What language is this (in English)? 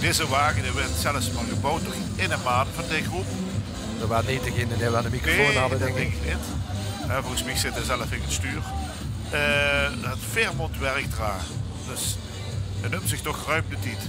Limburgish